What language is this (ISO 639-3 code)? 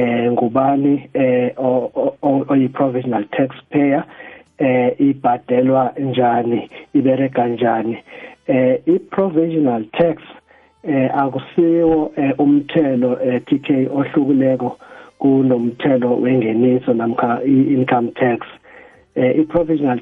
nbl